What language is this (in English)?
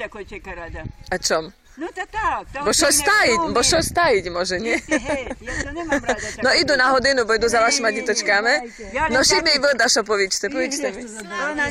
Rusyn